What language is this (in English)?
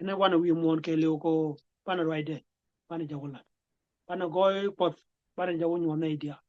Nuer